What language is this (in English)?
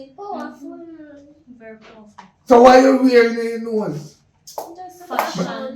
Jamaican Creole English